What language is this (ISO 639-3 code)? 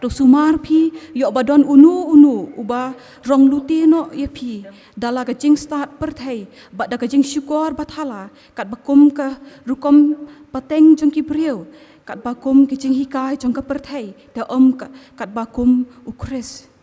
kha